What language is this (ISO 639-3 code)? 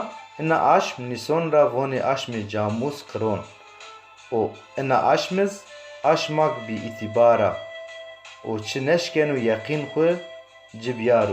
zza